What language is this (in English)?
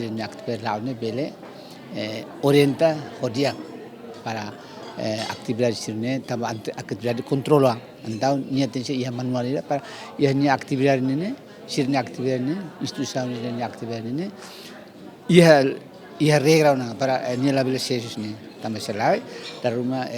Tetum